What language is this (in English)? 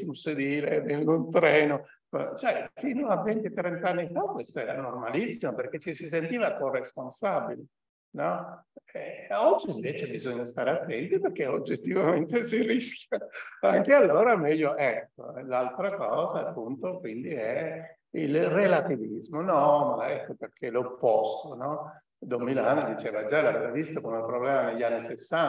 Italian